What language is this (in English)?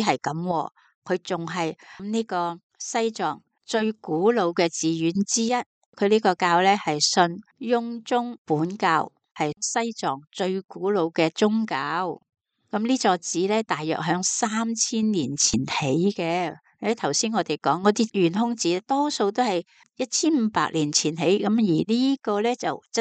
Cantonese